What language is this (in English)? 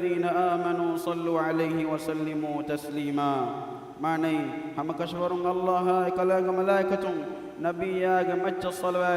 Divehi